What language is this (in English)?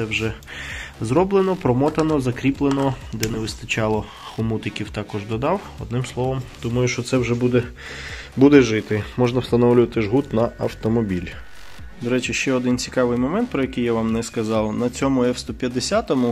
Ukrainian